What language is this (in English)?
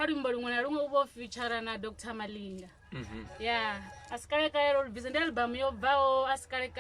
Venda